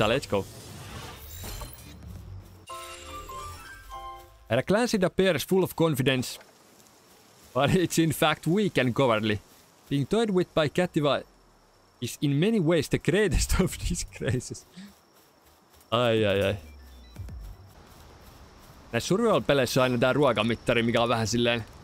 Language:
Finnish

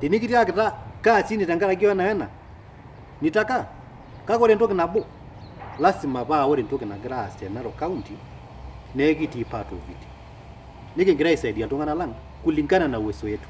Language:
Masai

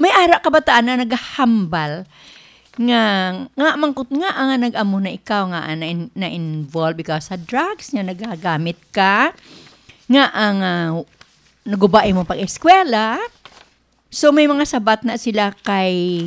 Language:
Hiligaynon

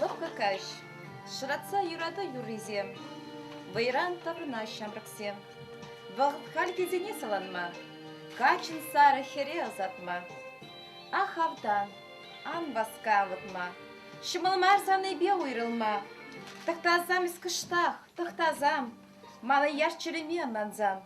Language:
Chuvash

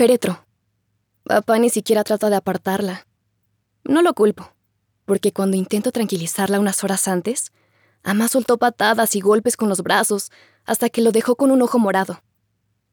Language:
Spanish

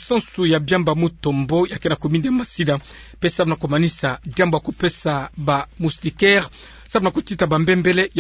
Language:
Kituba (Democratic Republic of Congo)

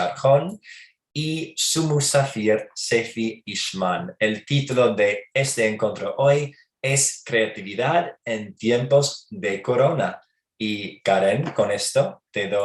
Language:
Ladino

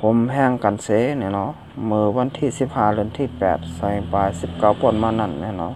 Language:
Shan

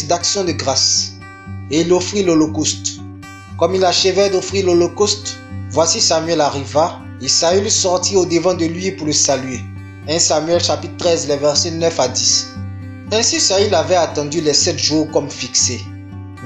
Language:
French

